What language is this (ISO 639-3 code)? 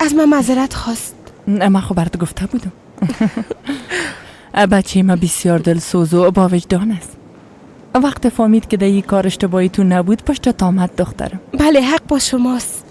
fas